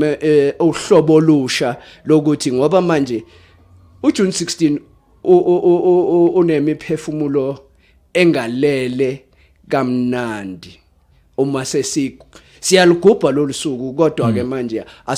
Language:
Zulu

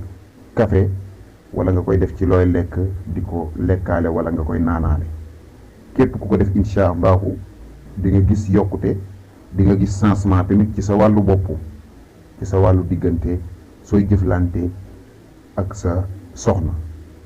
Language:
Wolof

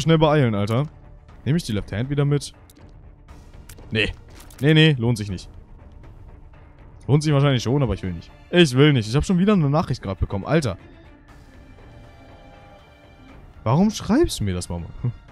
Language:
German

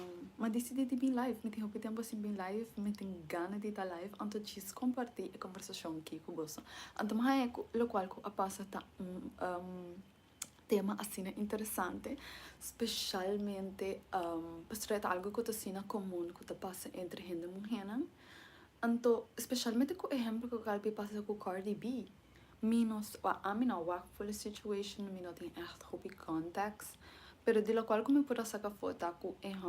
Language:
Papiamento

